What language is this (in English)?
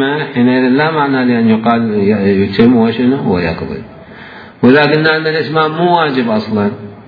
Mesopotamian Arabic